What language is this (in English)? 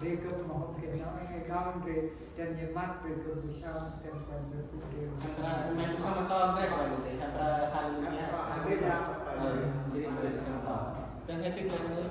Central Mnong